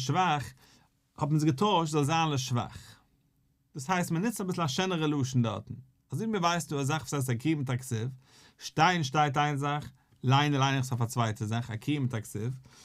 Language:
Yiddish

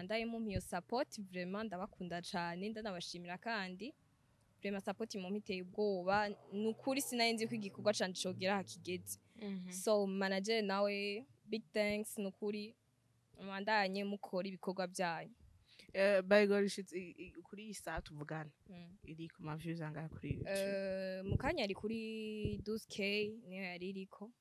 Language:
Rundi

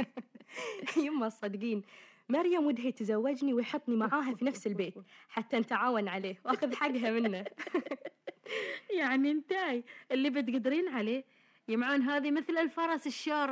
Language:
Gulf Arabic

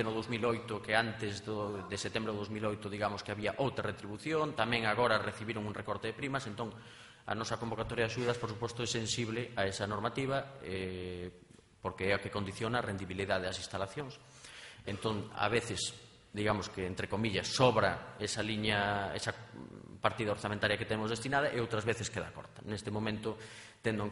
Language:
Galician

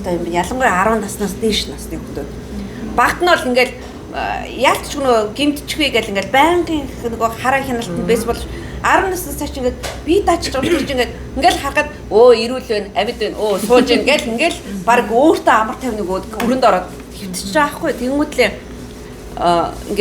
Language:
Mongolian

